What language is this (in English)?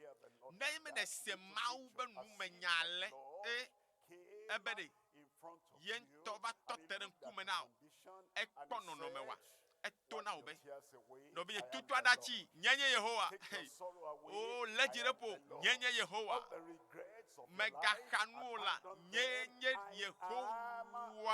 Ewe